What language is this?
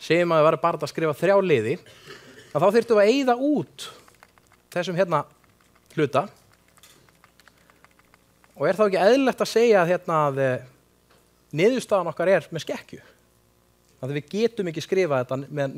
Icelandic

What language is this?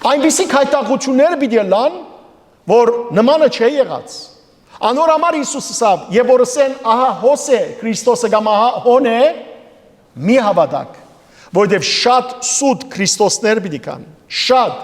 Western Armenian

